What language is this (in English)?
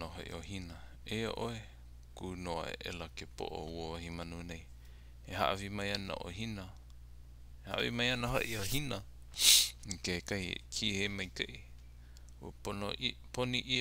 Hawaiian